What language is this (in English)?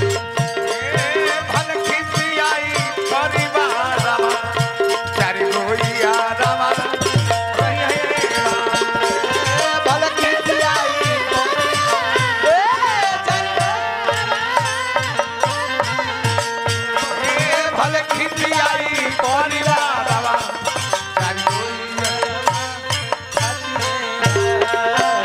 Bhojpuri